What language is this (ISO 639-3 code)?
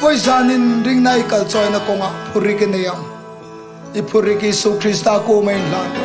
hmr